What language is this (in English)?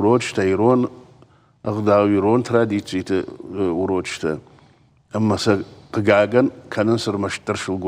Ossetic